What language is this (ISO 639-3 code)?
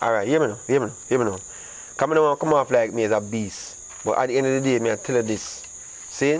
jam